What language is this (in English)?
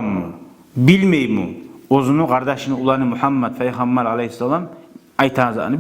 Kumyk